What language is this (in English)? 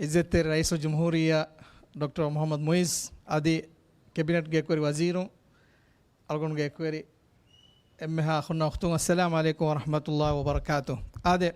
Divehi